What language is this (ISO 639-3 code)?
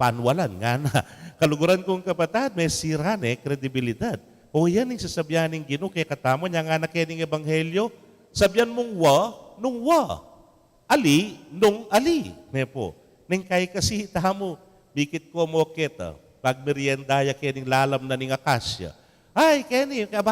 pam